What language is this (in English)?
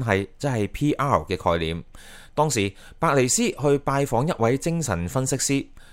Cantonese